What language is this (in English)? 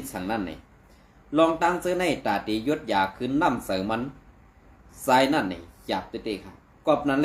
Shan